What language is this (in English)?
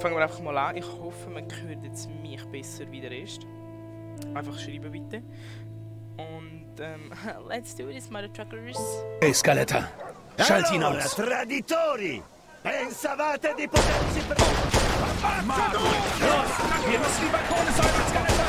Swiss German